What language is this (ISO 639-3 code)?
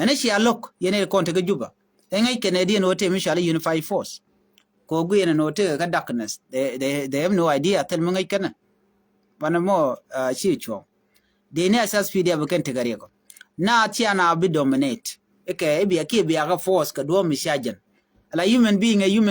nus